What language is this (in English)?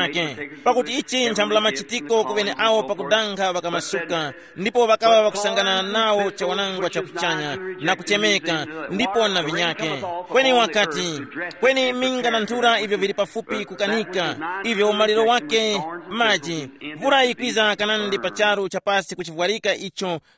Tumbuka